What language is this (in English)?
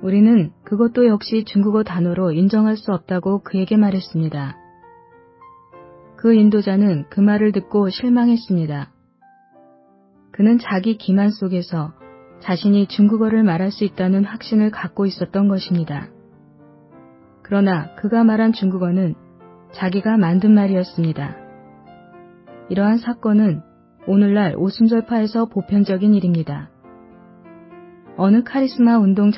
Korean